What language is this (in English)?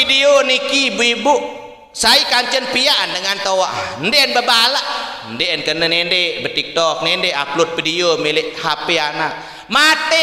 Sasak